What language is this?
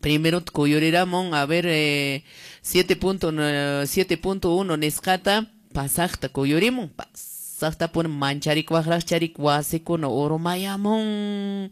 Quechua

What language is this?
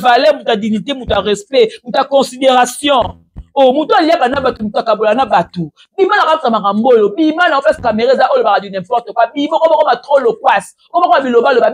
Lingala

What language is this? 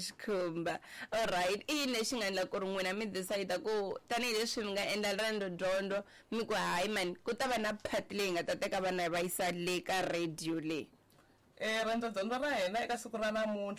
Tsonga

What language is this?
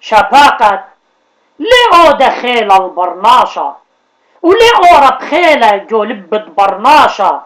Assyrian Neo-Aramaic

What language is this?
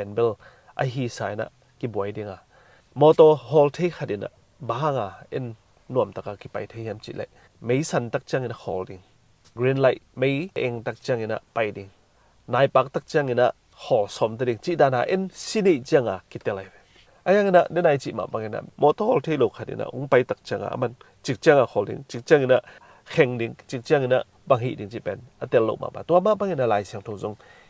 Tedim Chin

